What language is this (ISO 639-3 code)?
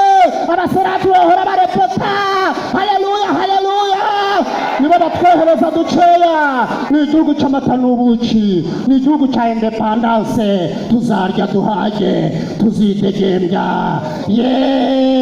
kin